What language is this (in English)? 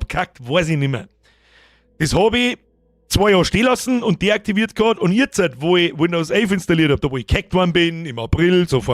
Bavarian